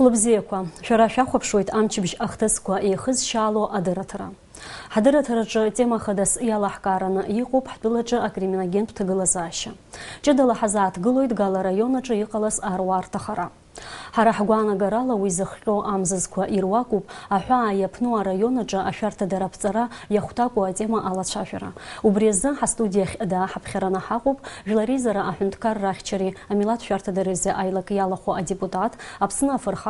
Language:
Abkhazian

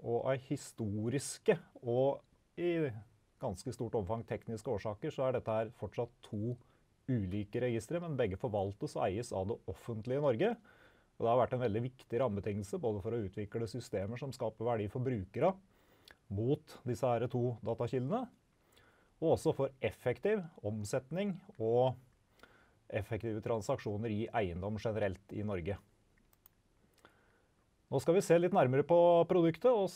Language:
Norwegian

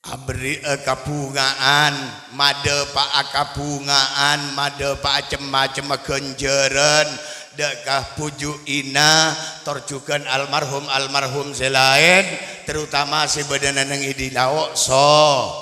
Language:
Madurese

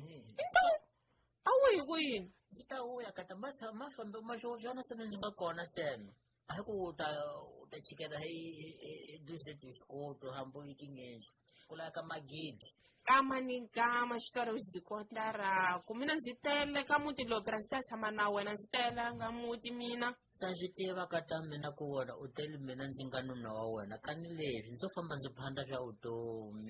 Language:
Tsonga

